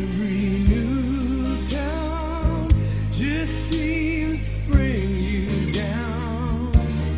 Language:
Korean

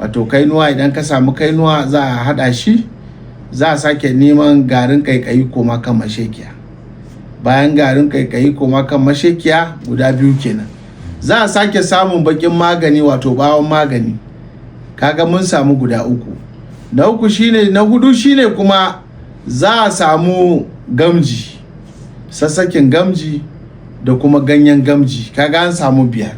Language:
Hausa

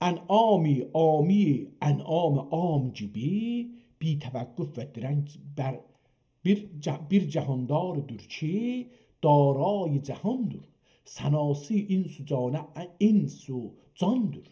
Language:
South Azerbaijani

